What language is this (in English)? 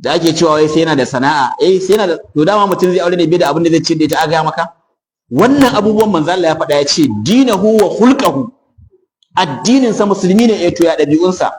Hausa